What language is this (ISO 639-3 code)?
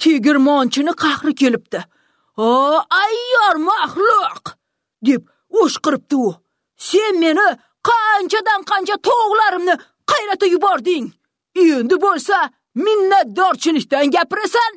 uzb